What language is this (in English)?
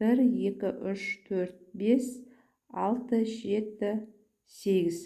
Kazakh